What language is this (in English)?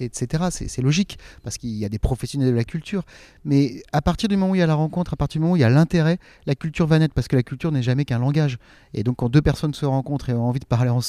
French